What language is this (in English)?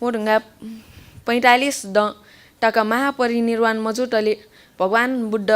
Newari